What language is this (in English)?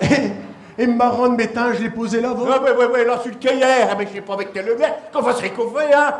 Picard